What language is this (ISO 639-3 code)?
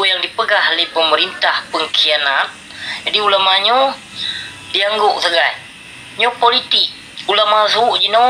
ace